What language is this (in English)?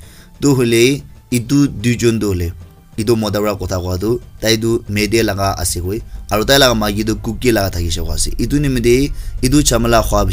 Naga Pidgin